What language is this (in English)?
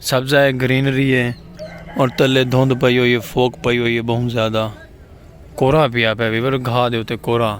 Saraiki